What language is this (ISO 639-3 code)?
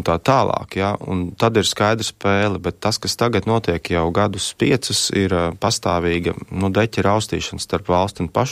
lav